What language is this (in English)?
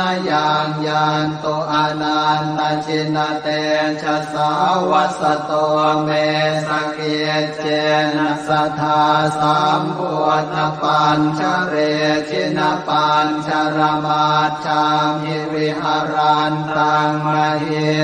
Pali